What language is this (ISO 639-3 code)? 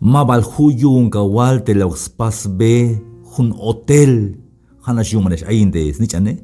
tzh